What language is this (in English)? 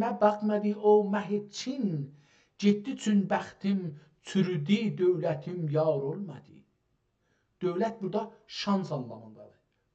South Azerbaijani